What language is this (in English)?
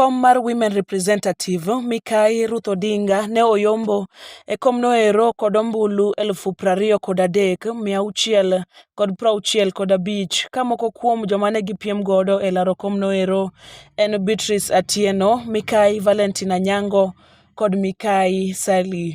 Luo (Kenya and Tanzania)